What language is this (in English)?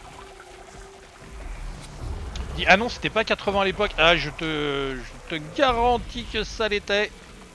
French